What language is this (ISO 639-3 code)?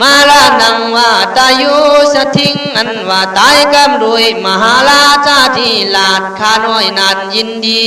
kkh